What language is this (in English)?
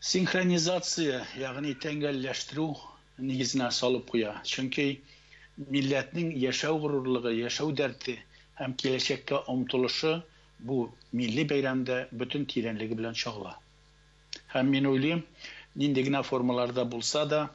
Tatar